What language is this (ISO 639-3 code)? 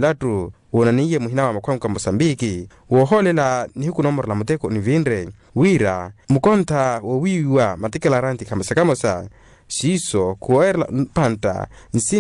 vmw